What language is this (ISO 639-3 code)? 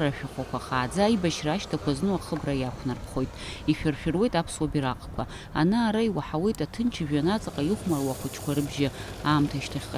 abk